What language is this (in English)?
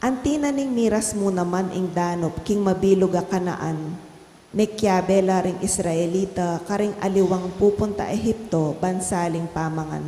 Pampanga